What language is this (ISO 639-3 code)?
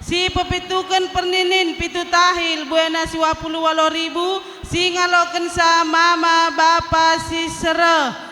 btx